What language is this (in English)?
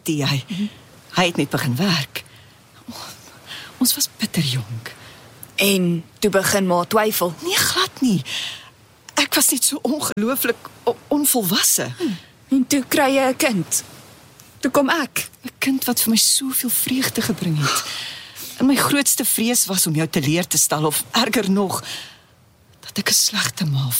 Afrikaans